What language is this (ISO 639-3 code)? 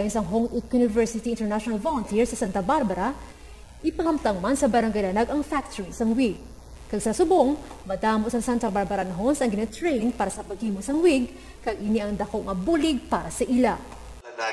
hil